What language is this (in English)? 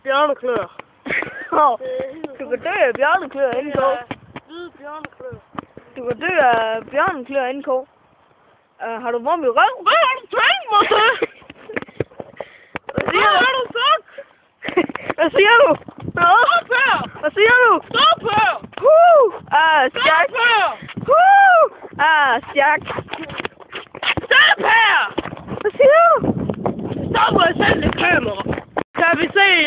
Danish